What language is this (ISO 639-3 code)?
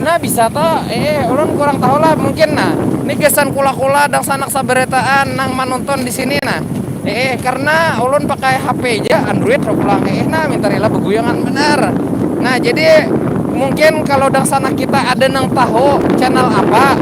bjn